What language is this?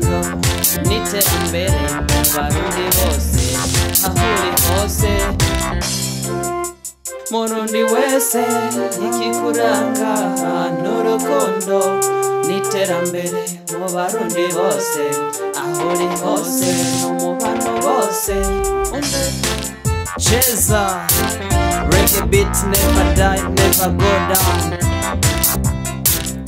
Rundi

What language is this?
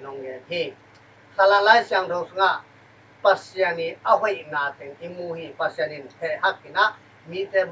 Tedim Chin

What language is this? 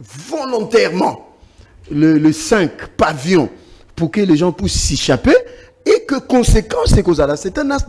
French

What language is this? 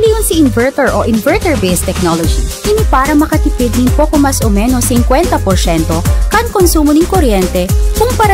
Bikol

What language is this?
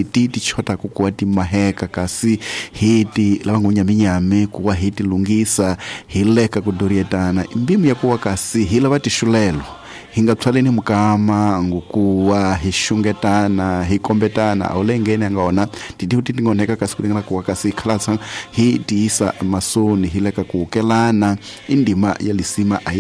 Tsonga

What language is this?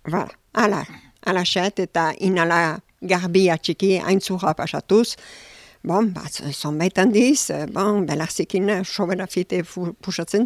Basque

